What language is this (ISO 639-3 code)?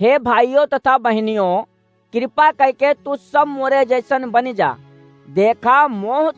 awa